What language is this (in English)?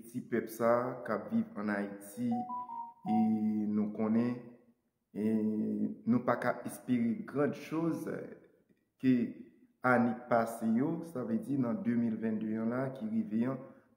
Haitian Creole